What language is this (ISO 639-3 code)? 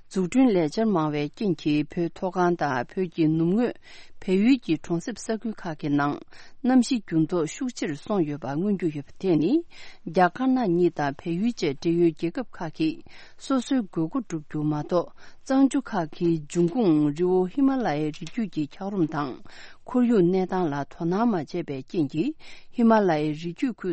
bod